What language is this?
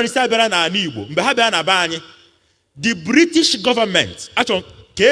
Igbo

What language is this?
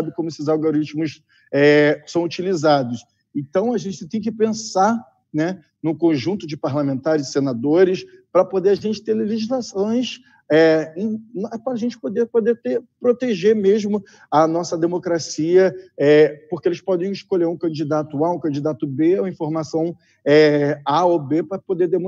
Portuguese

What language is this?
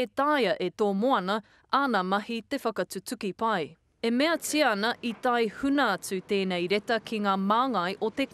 Māori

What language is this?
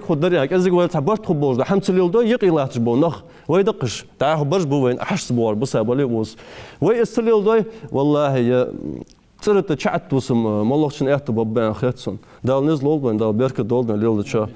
Ingush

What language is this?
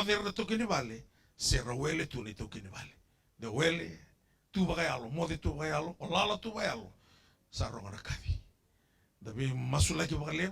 Fijian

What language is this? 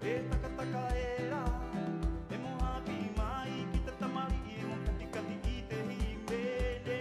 Rapanui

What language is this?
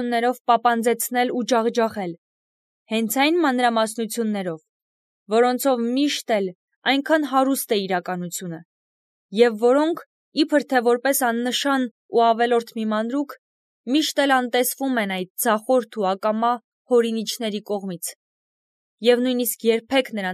Armenian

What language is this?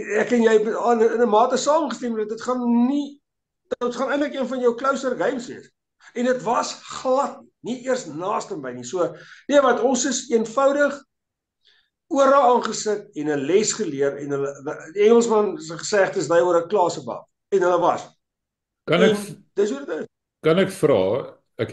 Afrikaans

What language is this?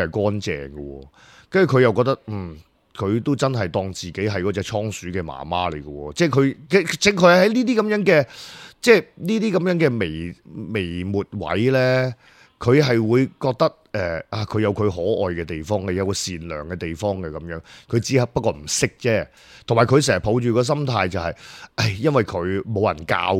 Cantonese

